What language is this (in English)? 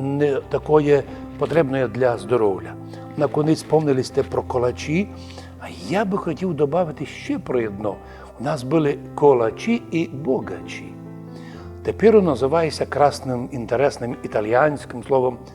Rusyn